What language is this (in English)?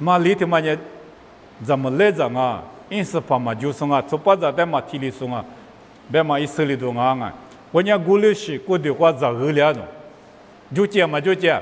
Lisu